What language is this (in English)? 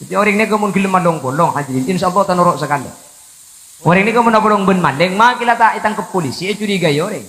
Madurese